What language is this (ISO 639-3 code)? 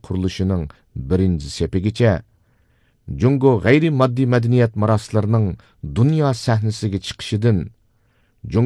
uig